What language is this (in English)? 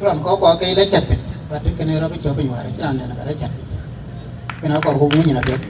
Dinka